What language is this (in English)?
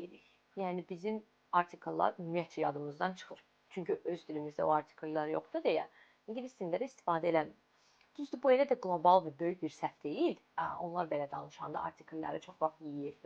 Azerbaijani